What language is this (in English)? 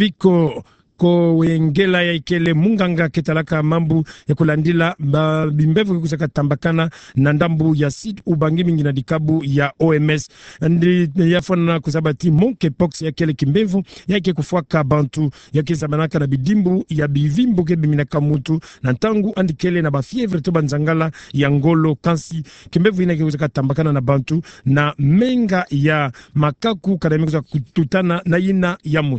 Kituba (Democratic Republic of Congo)